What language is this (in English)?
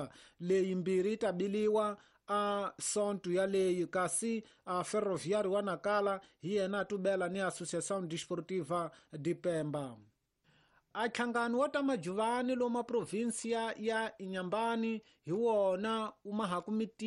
Tsonga